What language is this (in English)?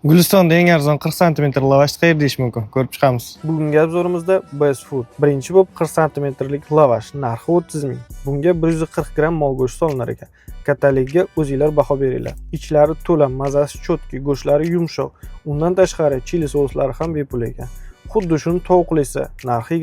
Uzbek